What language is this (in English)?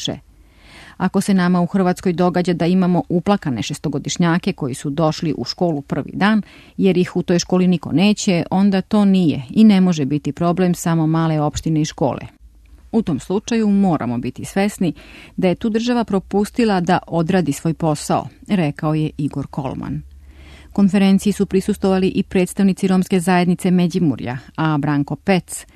Serbian